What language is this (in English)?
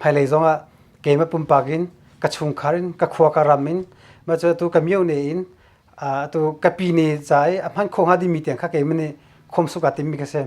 Hakha Chin